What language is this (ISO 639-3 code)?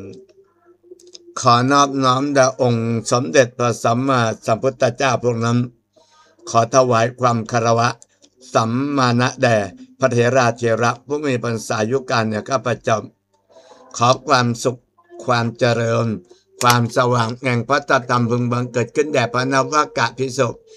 tha